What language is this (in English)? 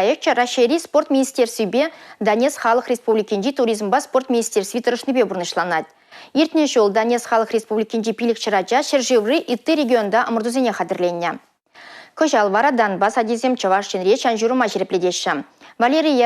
Chuvash